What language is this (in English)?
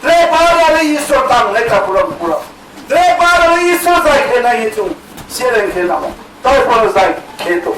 Riang (India)